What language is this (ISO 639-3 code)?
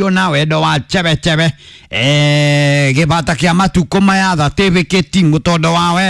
kik